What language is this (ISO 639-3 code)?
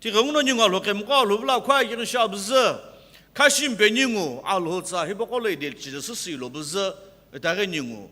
nsm